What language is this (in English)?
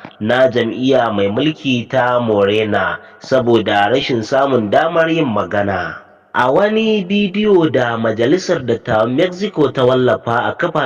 Hausa